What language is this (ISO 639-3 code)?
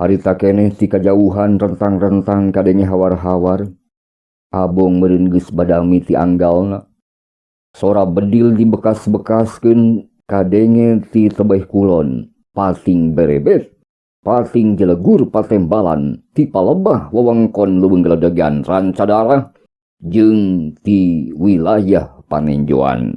sun